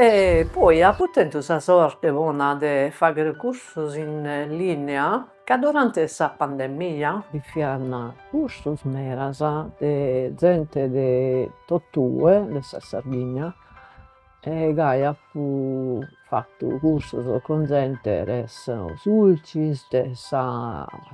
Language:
Sardinian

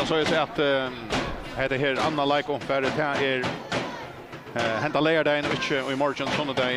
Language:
Faroese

